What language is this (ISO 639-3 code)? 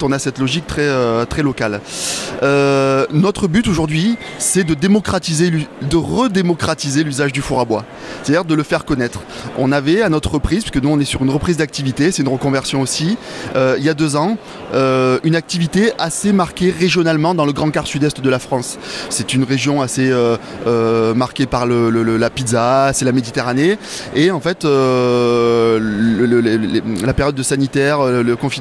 fra